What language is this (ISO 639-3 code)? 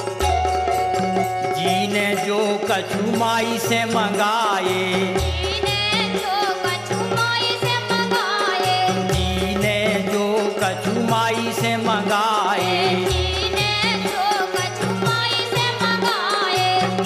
bns